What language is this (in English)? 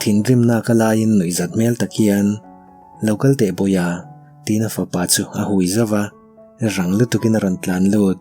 Mizo